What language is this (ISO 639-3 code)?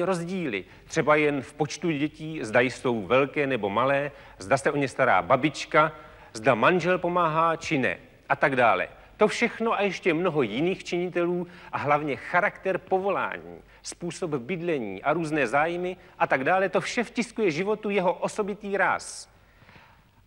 ces